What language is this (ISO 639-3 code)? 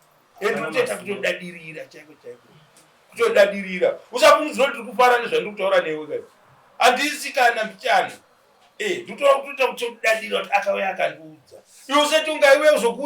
sna